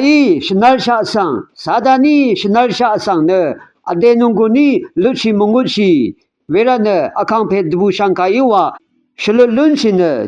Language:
Rawang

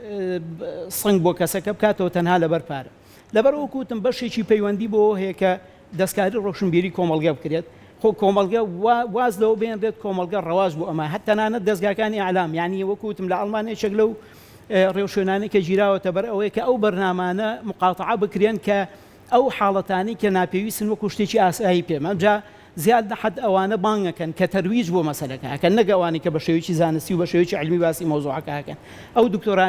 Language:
Central Kurdish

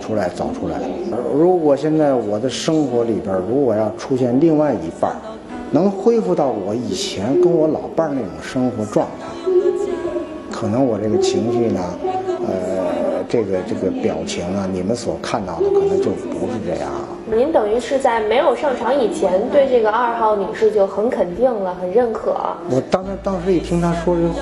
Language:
Chinese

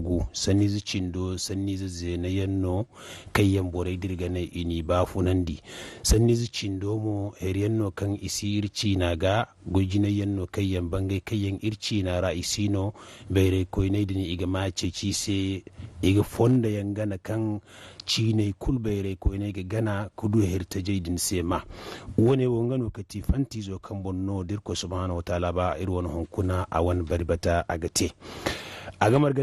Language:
Zarma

